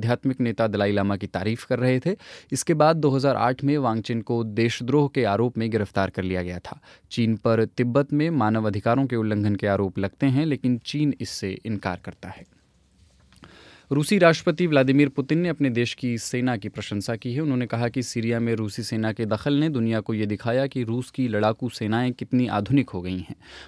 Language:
Hindi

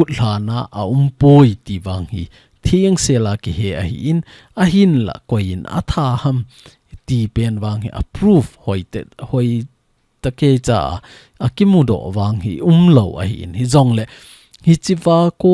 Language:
Thado Chin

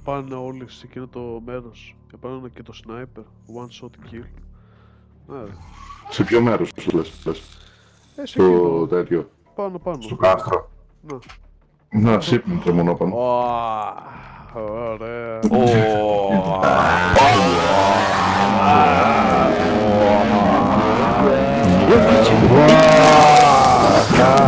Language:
Greek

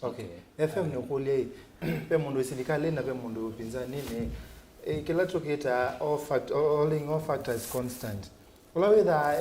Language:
Kamba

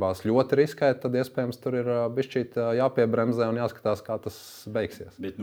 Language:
Latvian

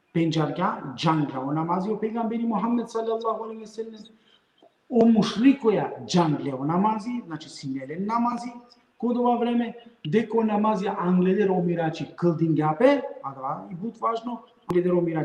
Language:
Balkan Romani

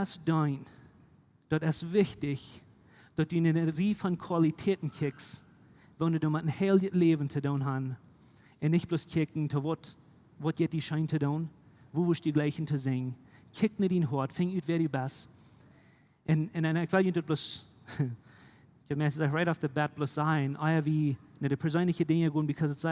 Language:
Plautdietsch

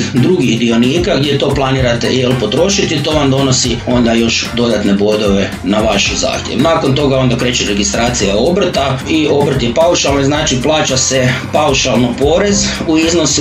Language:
Croatian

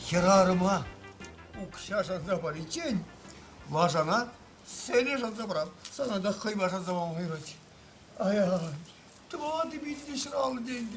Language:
Chuvash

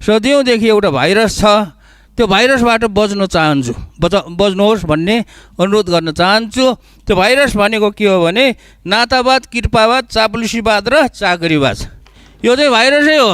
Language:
Nepali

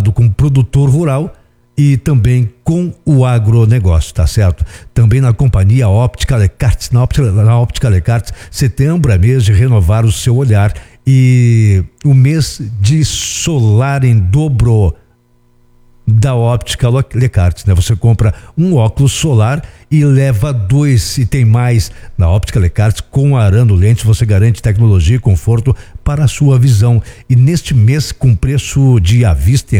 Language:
Portuguese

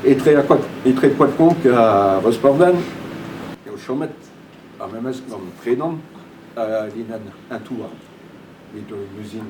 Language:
Breton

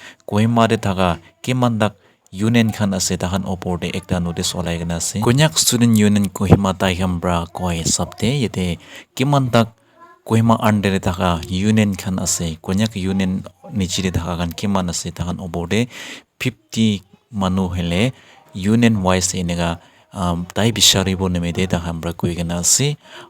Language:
Naga Pidgin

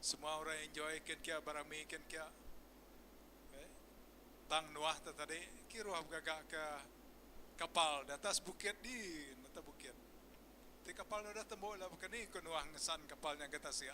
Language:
Iban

